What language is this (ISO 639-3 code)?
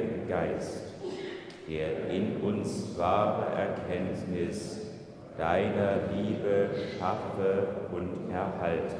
deu